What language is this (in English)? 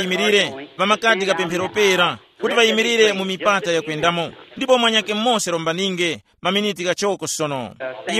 Tumbuka